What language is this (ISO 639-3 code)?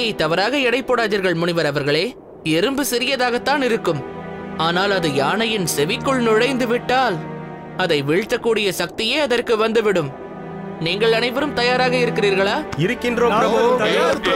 tam